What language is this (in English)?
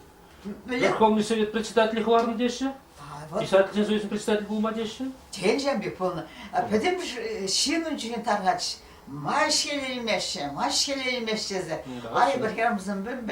Chuvash